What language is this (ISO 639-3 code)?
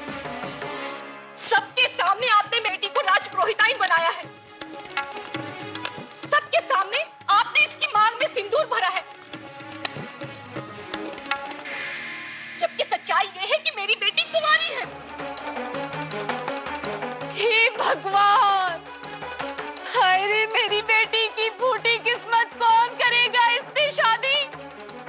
hin